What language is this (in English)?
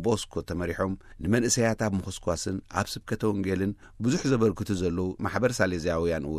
Tigrinya